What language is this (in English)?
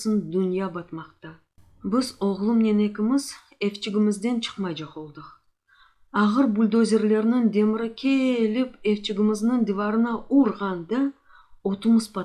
Crimean Tatar